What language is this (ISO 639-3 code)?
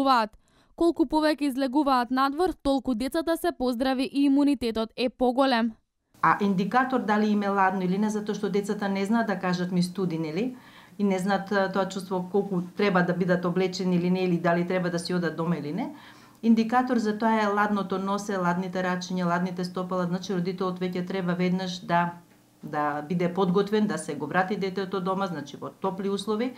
mkd